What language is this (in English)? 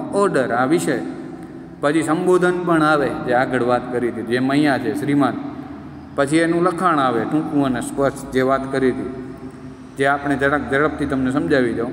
Gujarati